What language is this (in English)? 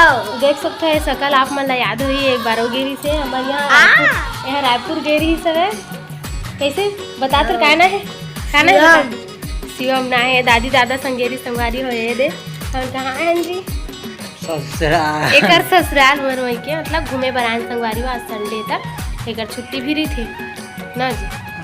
Chhattisgarhi